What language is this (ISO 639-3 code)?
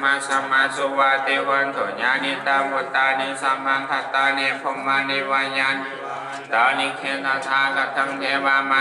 pli